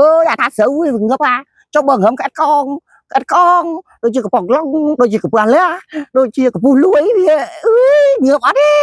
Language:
Khmer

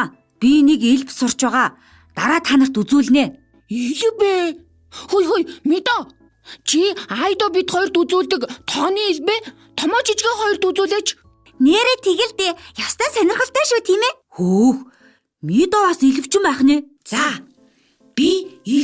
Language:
Mongolian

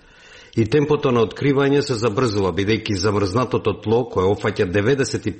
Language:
Macedonian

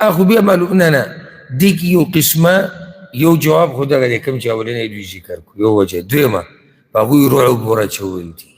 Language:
Pashto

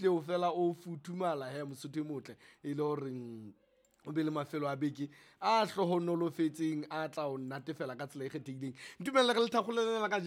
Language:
Southern Sotho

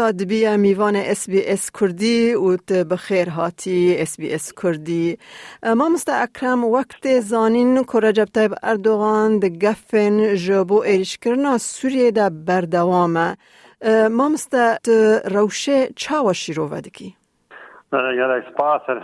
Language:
Kurdish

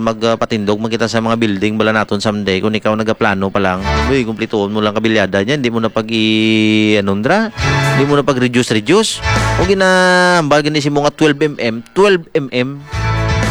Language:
Hiligaynon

